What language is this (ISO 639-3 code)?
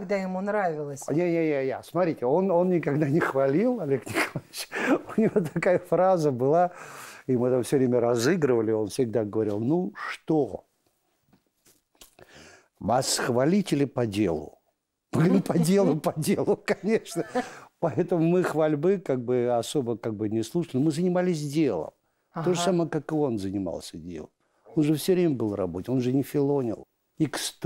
rus